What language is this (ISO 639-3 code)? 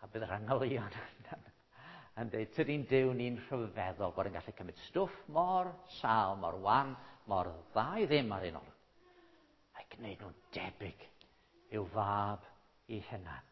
cym